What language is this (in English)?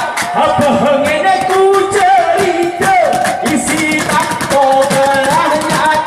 Gayo